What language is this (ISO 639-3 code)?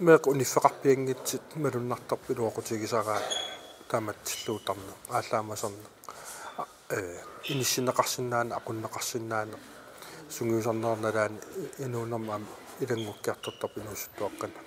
kal